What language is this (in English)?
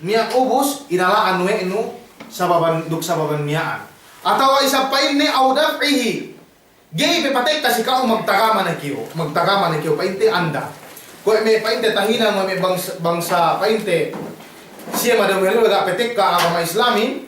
Yakan